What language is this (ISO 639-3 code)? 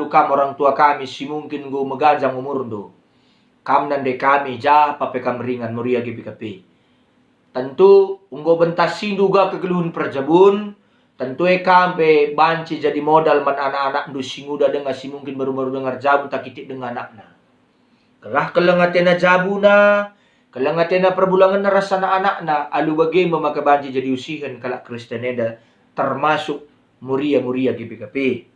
btx